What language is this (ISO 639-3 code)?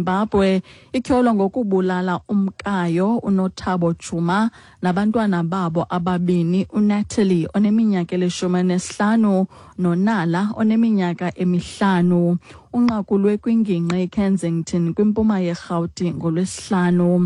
xho